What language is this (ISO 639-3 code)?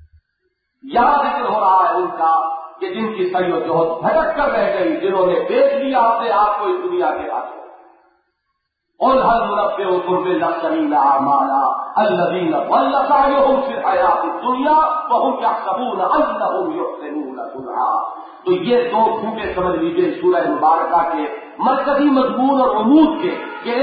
urd